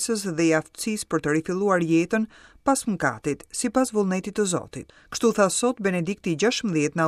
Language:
Albanian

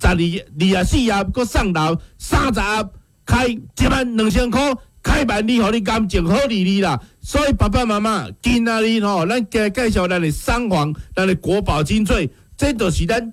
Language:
Min Nan Chinese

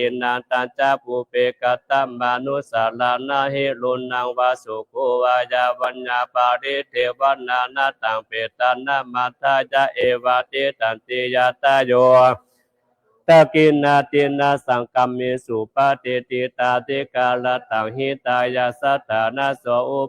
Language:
Pali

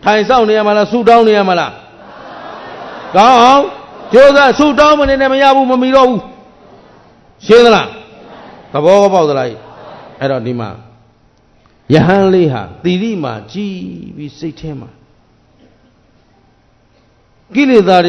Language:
Burmese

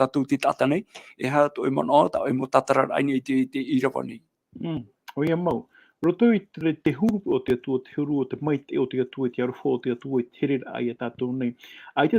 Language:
Tahitian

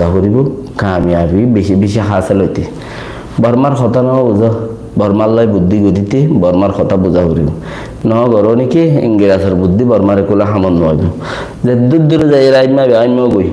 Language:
Rohingya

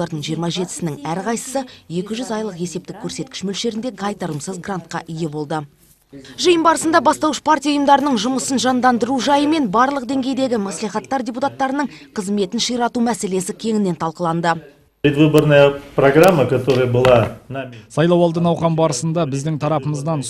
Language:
Kazakh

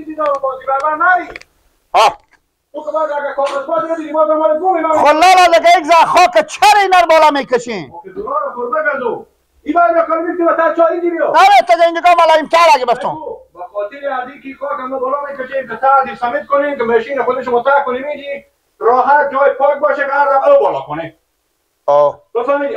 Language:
Persian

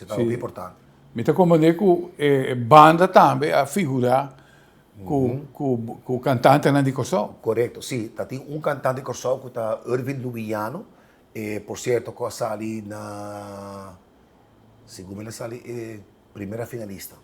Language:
Papiamento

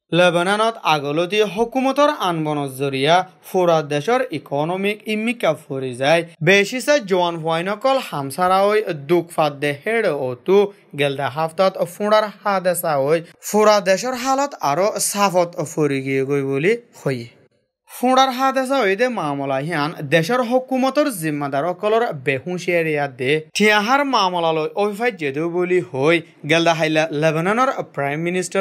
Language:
Rohingya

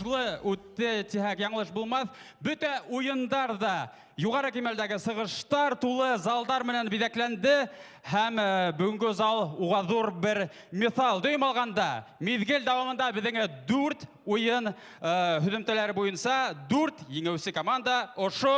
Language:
Bashkir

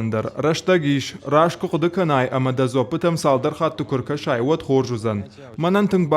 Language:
Ossetic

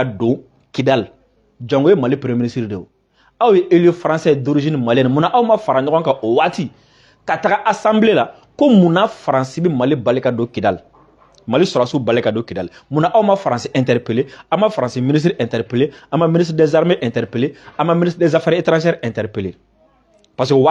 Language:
Bambara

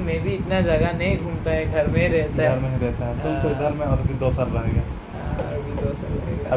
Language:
Santali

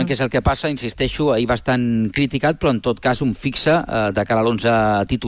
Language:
Catalan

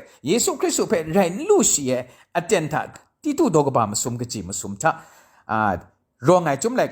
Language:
Kachin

